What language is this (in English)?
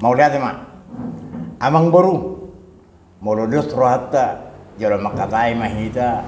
Batak Toba